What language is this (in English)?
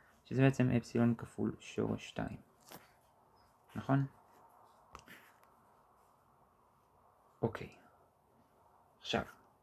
Hebrew